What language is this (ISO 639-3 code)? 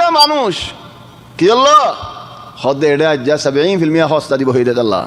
rhg